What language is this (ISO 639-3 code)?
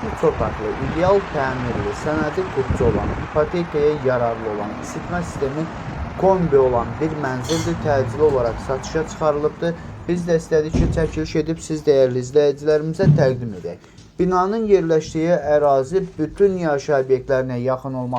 aze